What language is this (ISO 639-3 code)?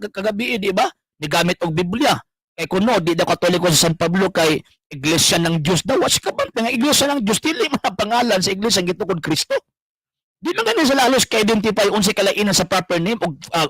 ceb